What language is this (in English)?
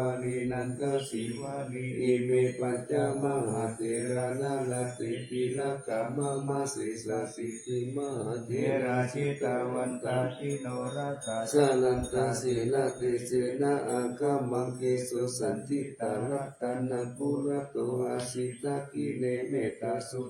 Pali